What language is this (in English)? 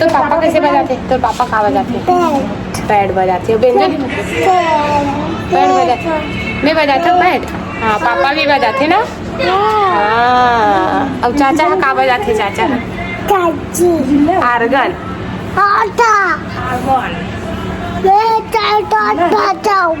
Chhattisgarhi